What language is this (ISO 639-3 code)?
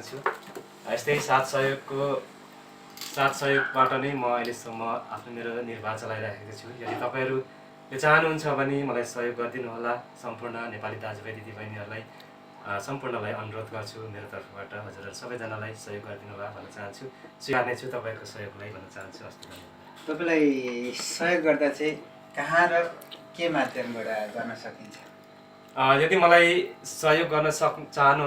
nep